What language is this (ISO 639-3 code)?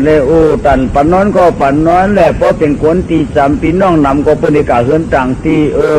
shn